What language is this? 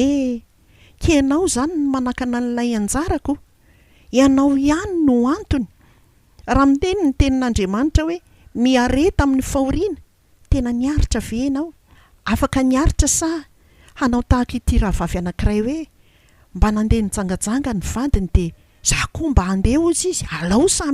Malagasy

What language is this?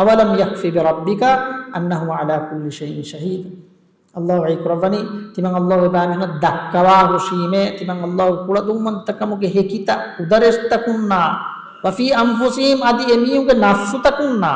Divehi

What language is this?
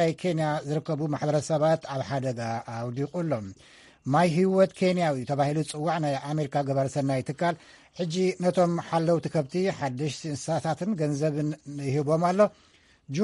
Tigrinya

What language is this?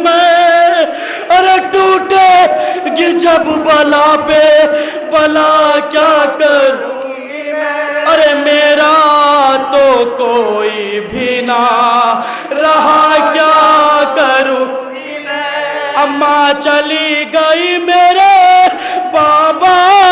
Urdu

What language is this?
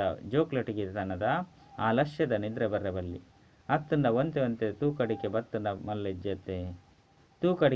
Tulu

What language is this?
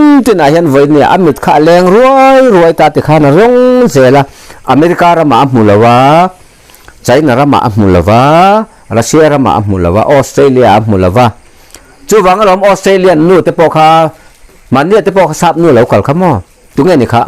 Mizo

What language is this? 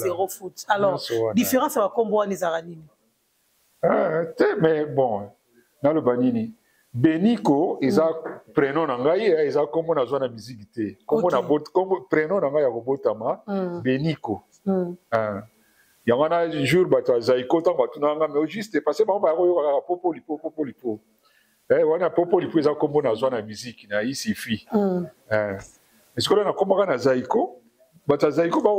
Lingala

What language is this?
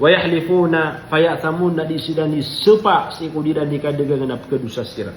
Maranao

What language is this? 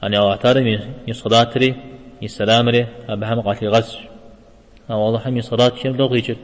Kabardian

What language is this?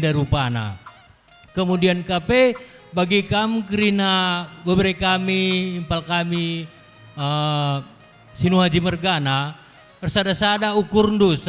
Batak Karo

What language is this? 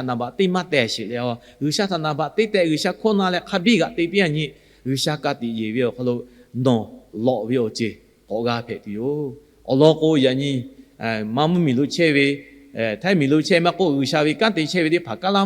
Lahu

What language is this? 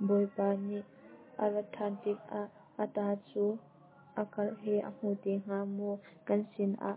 Hakha Chin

